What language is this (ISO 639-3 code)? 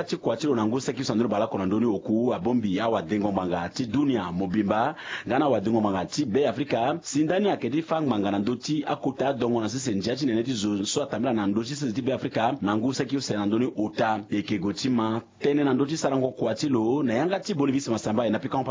sag